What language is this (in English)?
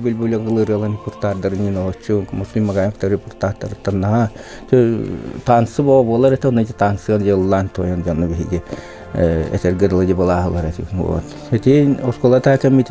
Yakut